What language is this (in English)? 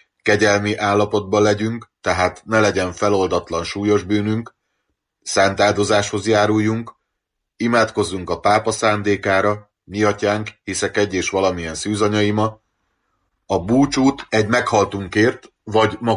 Hungarian